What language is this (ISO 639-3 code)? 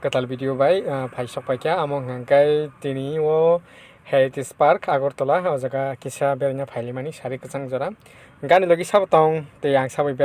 trp